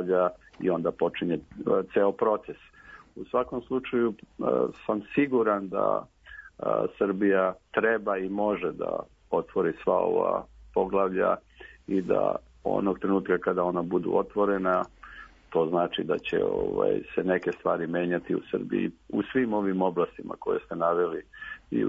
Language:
Serbian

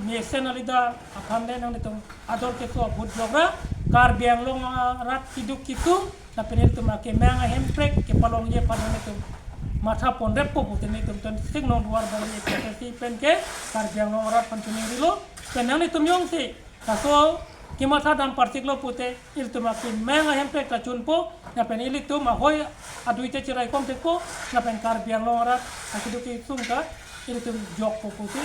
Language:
Karbi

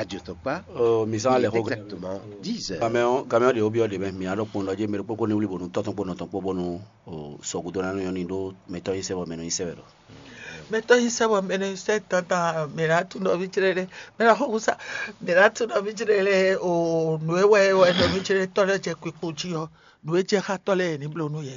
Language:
Fon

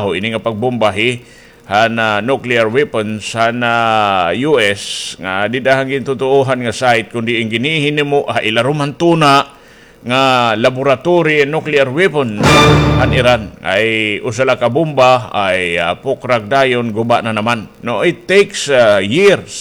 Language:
Waray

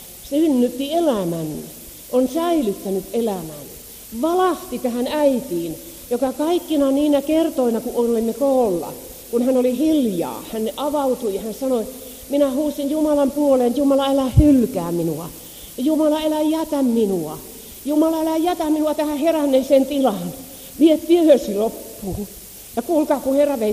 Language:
Finnish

